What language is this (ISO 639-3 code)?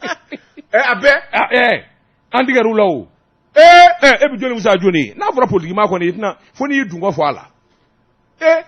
bam